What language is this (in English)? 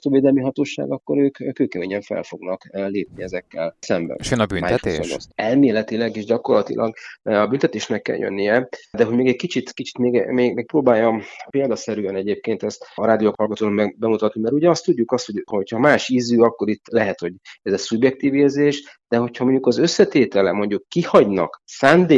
Hungarian